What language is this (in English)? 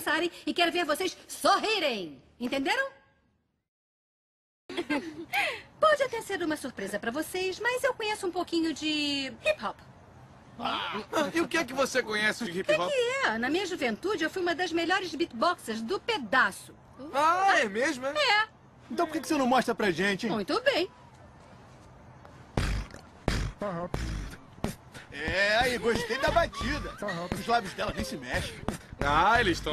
Portuguese